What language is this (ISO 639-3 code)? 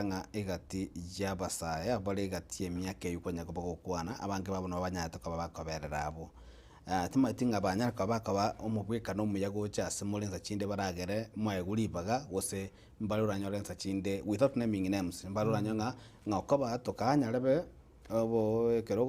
guz